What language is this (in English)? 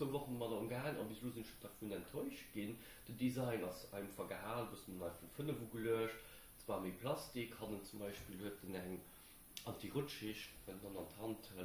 Luxembourgish